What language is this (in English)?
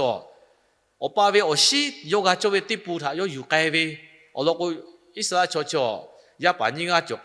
Lahu